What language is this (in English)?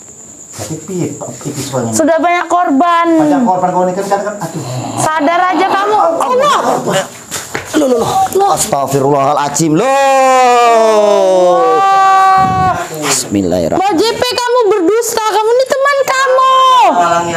Indonesian